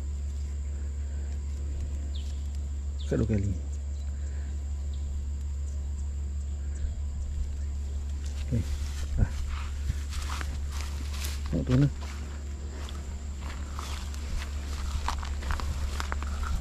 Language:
Malay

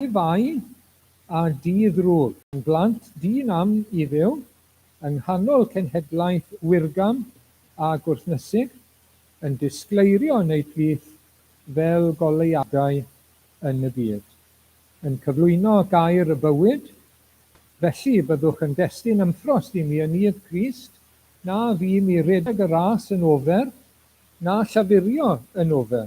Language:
Welsh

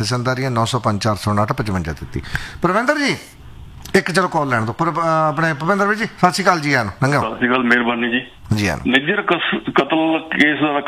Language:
Punjabi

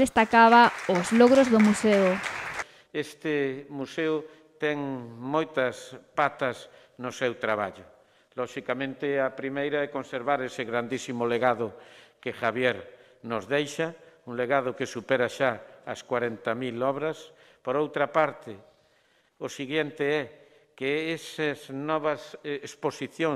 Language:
Galician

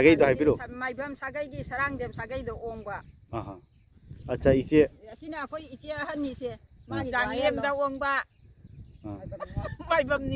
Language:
Manipuri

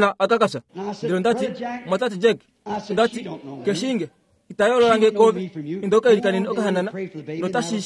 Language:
Kuanyama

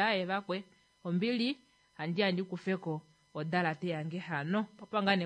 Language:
Kuanyama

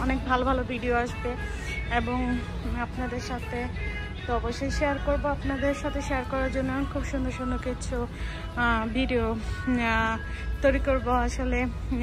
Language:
Bangla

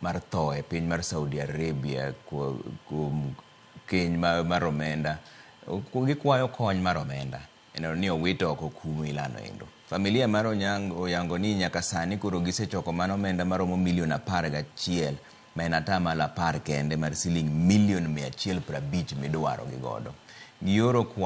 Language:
Luo (Kenya and Tanzania)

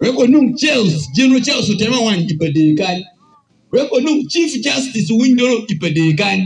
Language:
Acoli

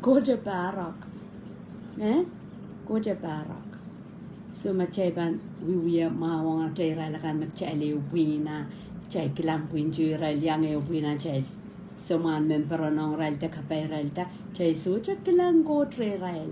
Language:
Pohnpeian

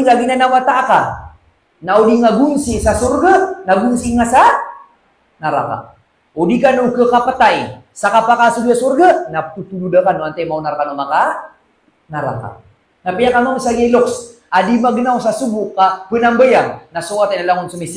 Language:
Maranao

